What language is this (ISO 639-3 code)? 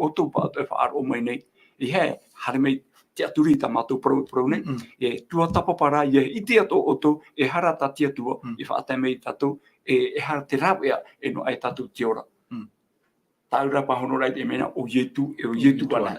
tah